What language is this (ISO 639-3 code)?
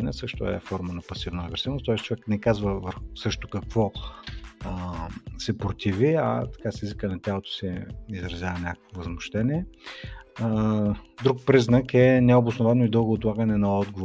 bul